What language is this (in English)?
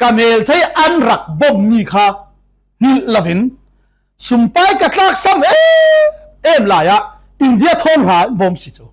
Falam Chin